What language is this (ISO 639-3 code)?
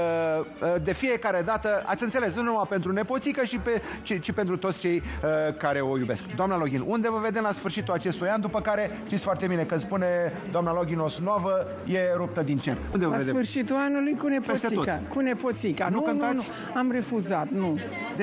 ron